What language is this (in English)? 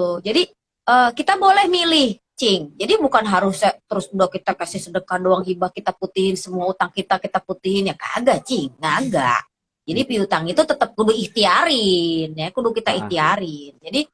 Betawi